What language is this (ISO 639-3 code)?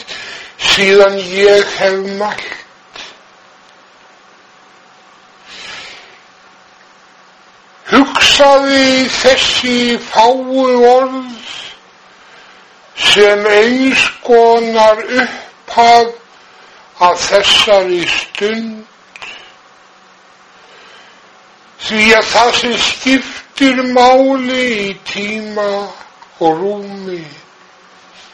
isl